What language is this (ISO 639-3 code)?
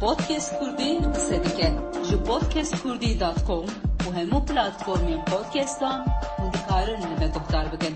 kur